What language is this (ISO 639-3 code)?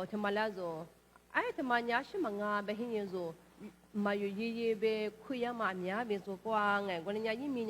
lis